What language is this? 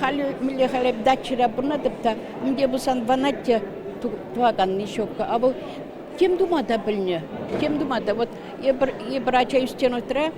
Chuvash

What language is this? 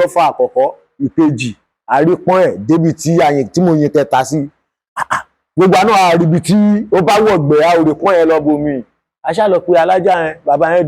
Yoruba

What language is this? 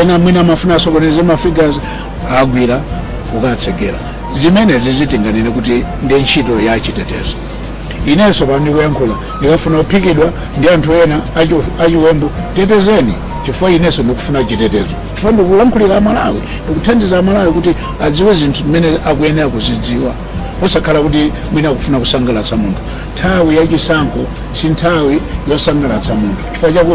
Nyanja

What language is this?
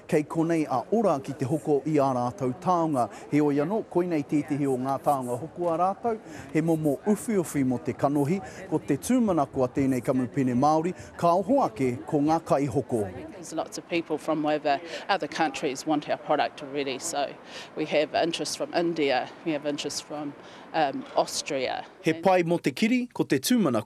Māori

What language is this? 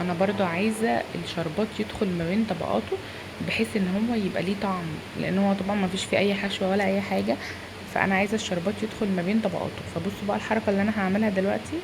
Egyptian Arabic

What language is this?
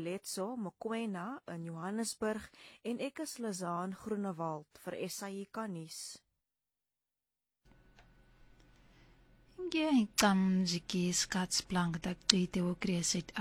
Afrikaans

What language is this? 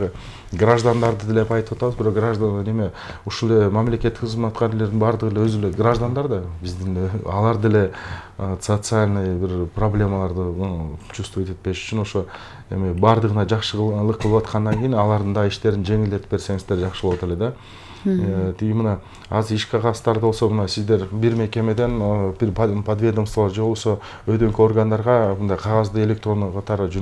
Kyrgyz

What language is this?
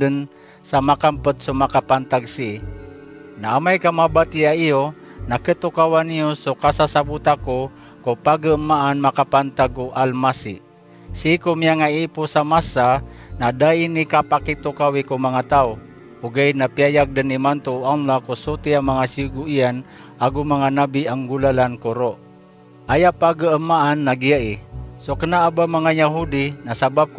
Maranao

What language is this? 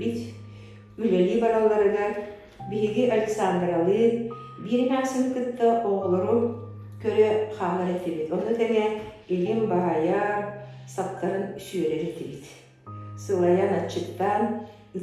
Yakut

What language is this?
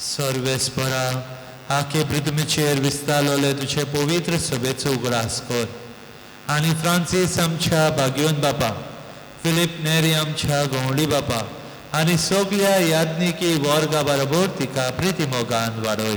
Konkani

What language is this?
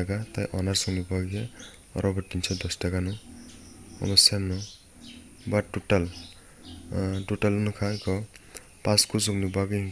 Kok Borok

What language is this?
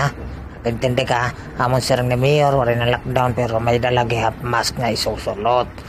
Waray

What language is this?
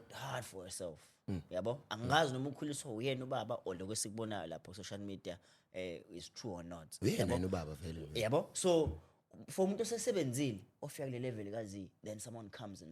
Zulu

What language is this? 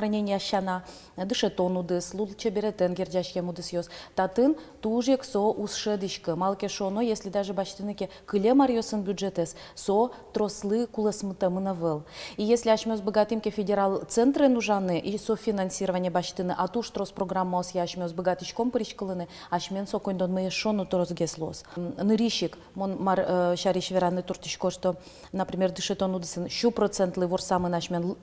Udmurt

